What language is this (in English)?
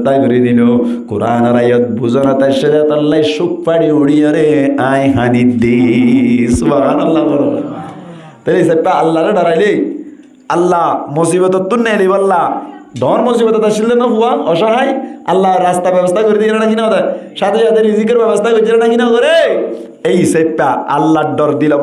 Rohingya